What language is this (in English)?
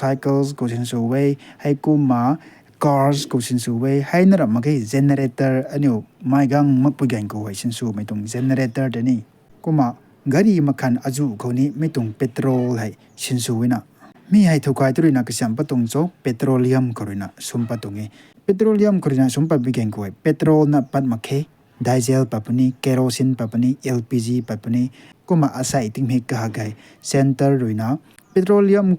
Rongmei Naga